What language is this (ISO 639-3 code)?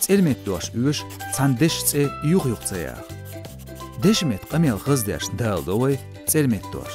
che